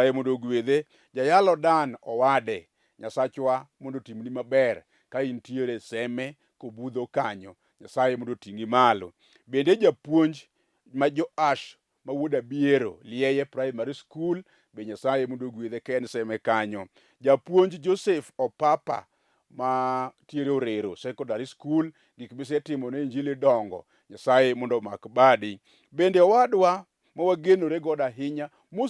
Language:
Luo (Kenya and Tanzania)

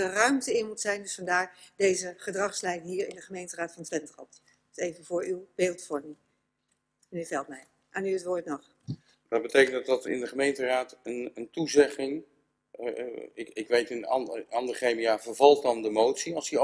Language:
Dutch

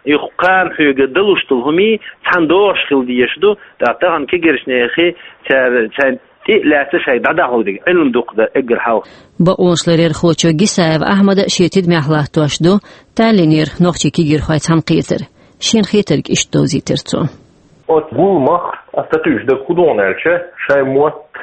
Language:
Chechen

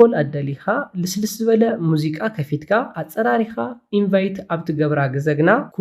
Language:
Tigrinya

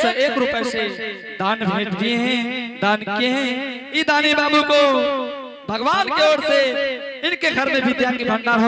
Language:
Angika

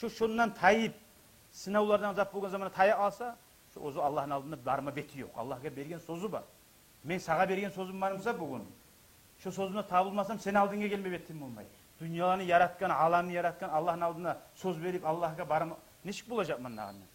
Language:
Kumyk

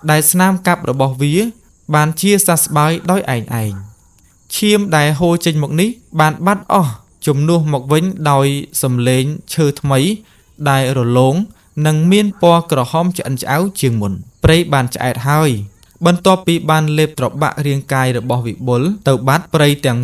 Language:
Khmer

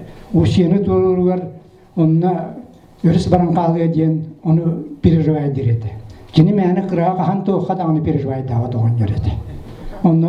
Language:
Yakut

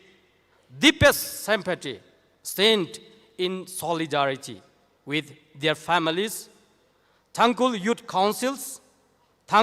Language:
Tangkhul Naga (India)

